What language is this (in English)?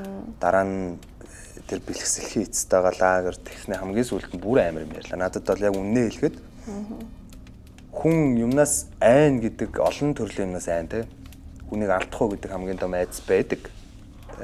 Mongolian